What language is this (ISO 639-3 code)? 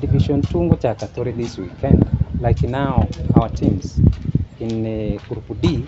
guz